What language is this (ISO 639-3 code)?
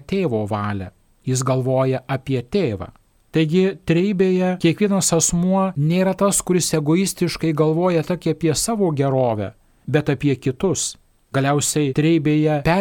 lit